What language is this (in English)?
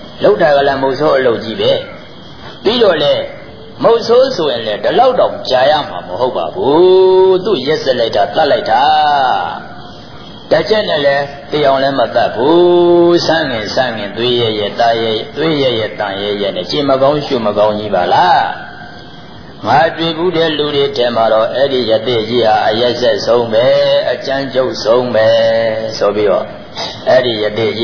Burmese